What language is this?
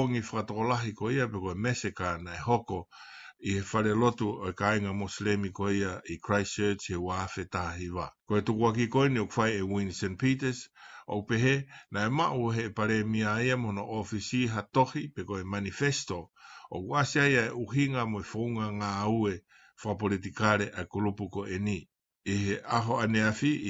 Tongan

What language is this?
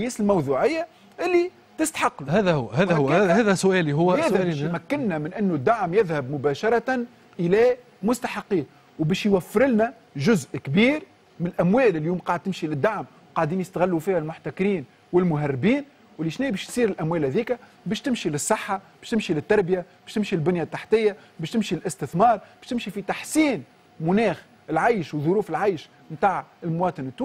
Tunisian Arabic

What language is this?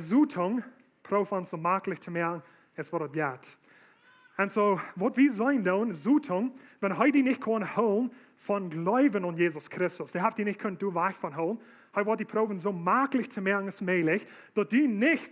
Plautdietsch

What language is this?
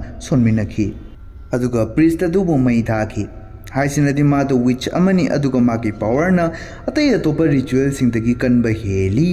Manipuri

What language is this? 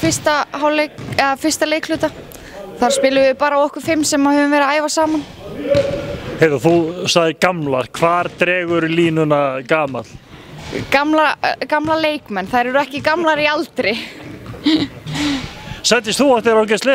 Icelandic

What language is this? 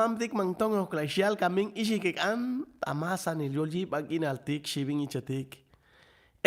Chuj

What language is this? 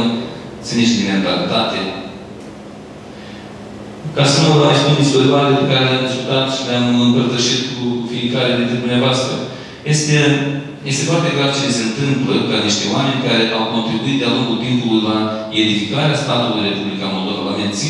Romanian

